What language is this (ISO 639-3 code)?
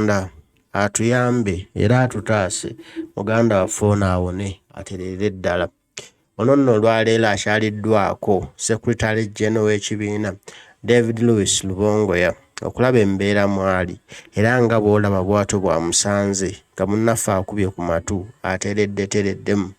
lug